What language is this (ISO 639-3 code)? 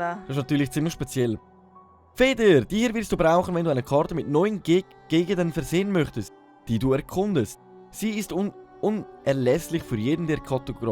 gsw